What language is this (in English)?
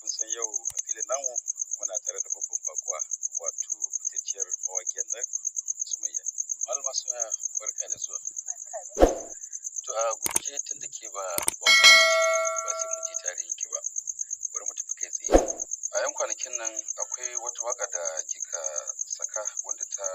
Hausa